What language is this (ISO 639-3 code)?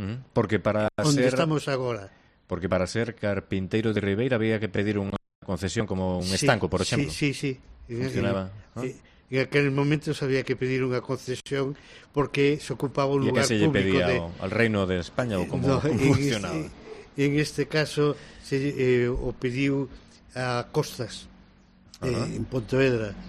glg